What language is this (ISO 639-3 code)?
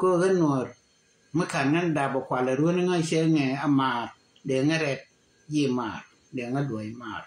nus